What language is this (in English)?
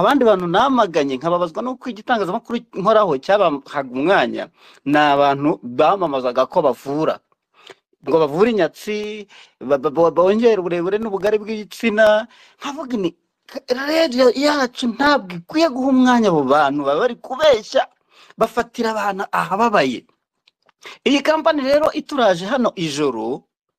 Kinyarwanda